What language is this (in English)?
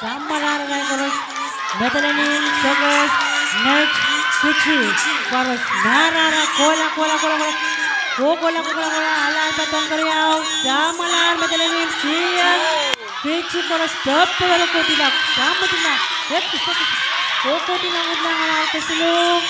Pohnpeian